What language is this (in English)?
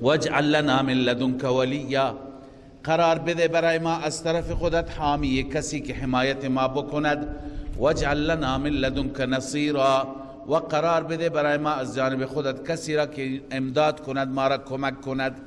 Persian